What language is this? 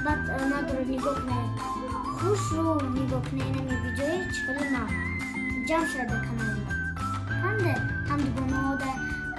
Tajik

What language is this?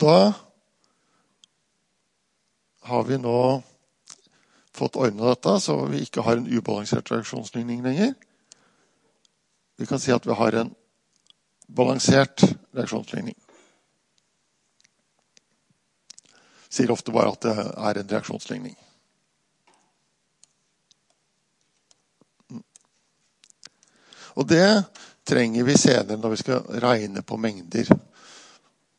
Norwegian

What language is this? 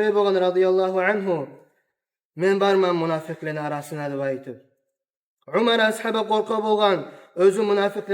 Kumyk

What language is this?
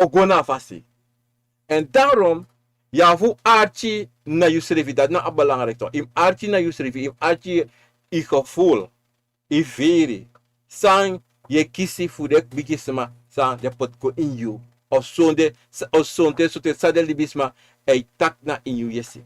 Sranan Tongo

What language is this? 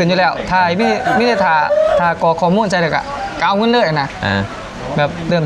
Lao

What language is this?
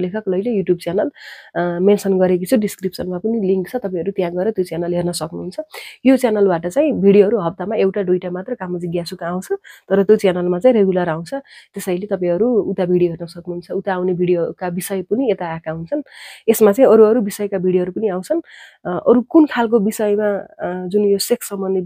Nepali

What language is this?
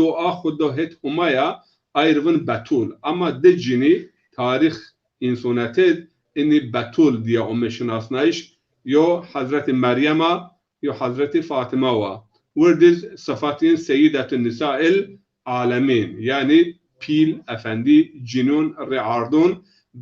Zaza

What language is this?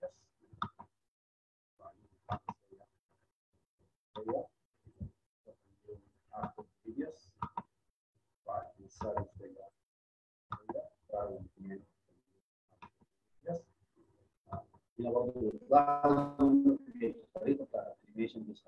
Sudanese Arabic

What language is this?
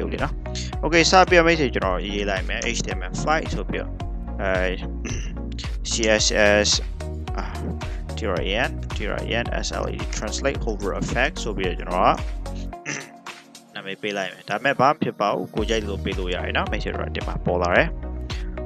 Burmese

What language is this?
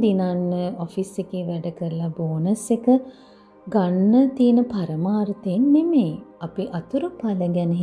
Sinhala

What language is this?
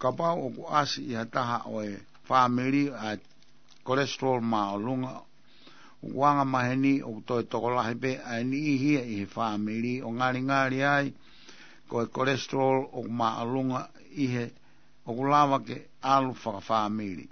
Tongan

